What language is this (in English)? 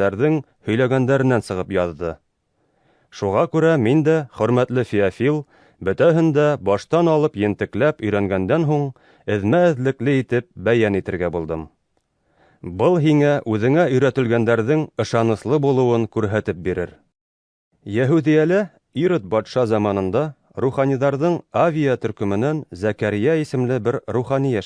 Bashkir